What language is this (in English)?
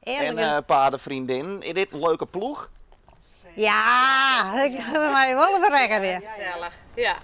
Western Frisian